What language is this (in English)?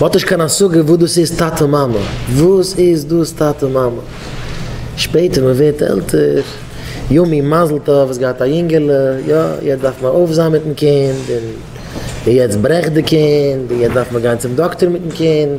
Yiddish